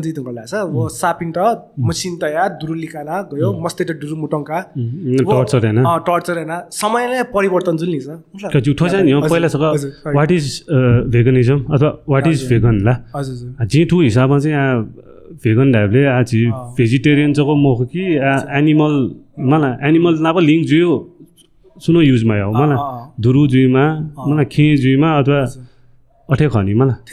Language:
Newari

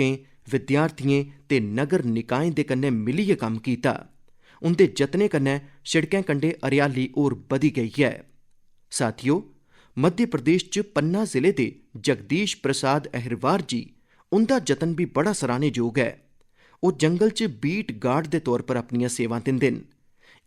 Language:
Dogri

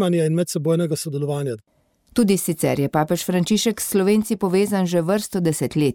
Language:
Slovenian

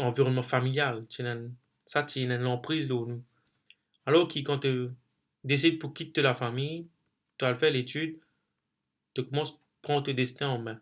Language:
Morisyen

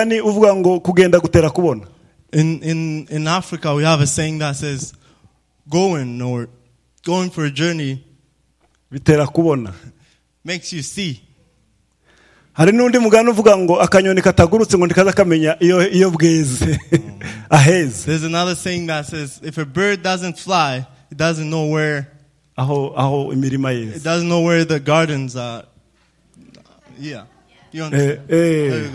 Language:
Rundi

